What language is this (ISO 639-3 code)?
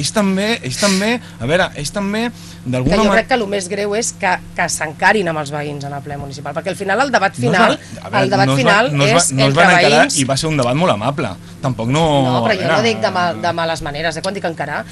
cat